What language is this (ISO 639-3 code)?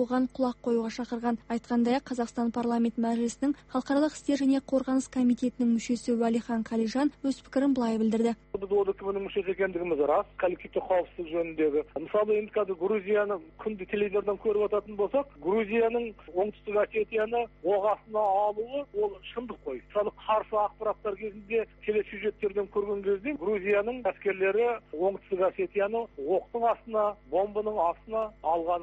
kaz